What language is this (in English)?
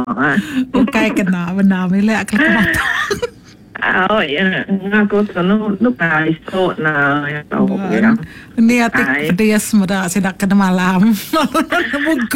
Iban